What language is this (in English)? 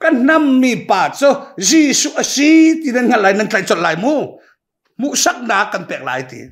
Hakha Chin